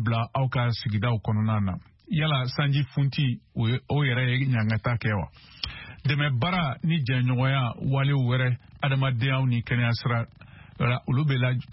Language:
Bambara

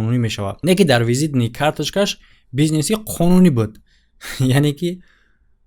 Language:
Tajik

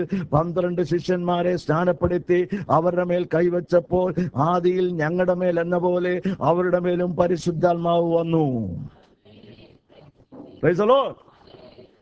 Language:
Malayalam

